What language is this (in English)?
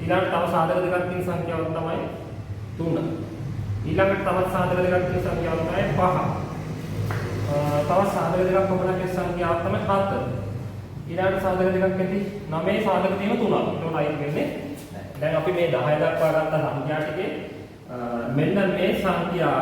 Sinhala